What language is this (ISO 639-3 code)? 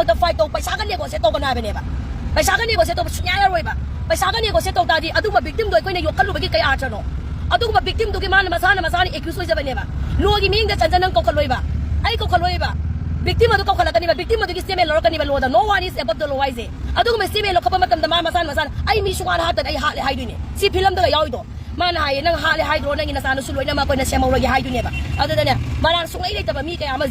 mni